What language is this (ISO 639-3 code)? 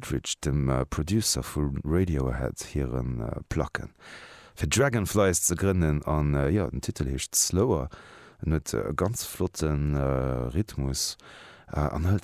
ltz